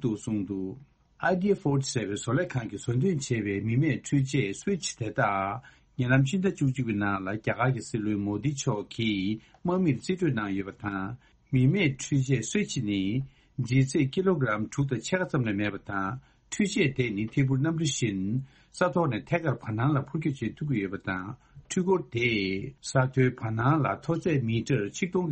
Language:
Tibetan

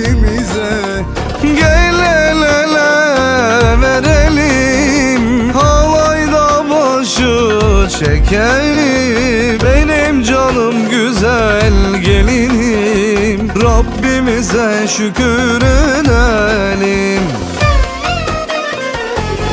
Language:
Turkish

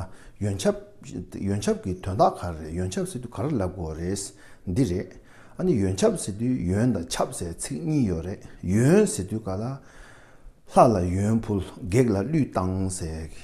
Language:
Tibetan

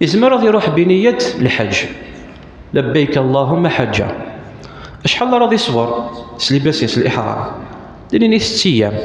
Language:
Kabyle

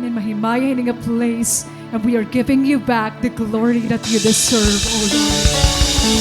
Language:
Waray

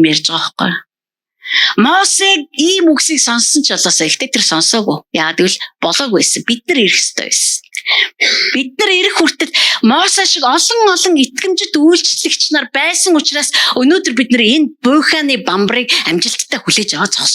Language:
Mongolian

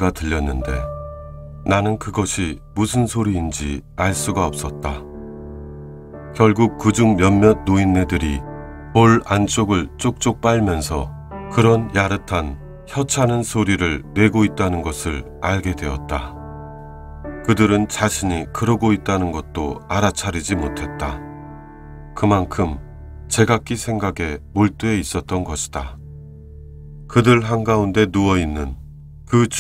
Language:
Korean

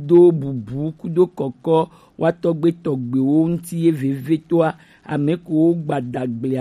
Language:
Gen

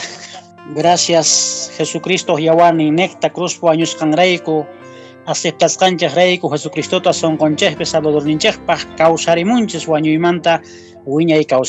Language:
Quechua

